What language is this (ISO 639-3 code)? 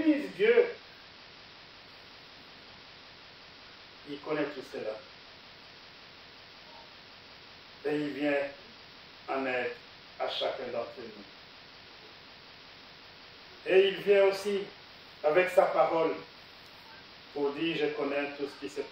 fra